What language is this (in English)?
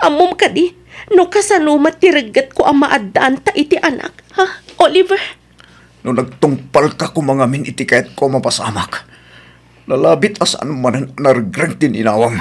Iloko